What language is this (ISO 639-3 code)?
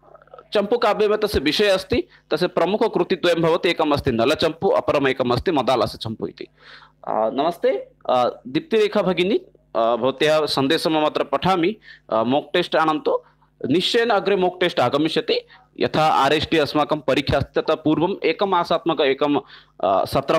san